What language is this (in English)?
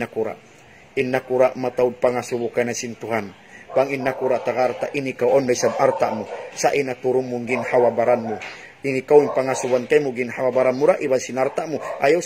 Tausug